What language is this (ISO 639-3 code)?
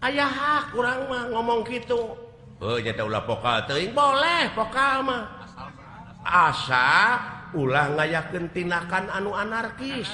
sun